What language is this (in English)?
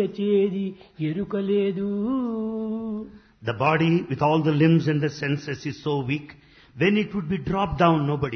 Telugu